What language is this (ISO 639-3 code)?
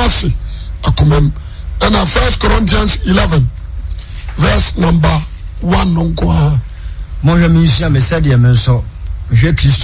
aka